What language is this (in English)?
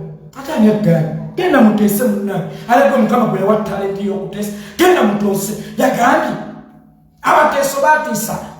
Ganda